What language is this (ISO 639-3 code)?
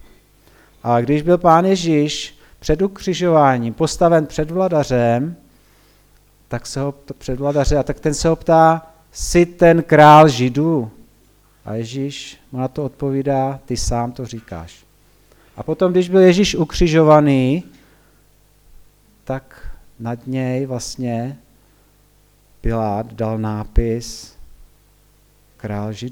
ces